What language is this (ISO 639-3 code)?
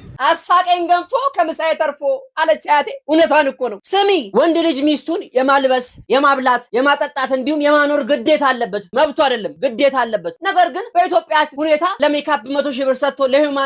amh